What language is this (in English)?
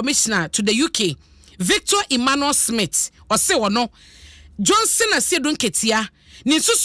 Akan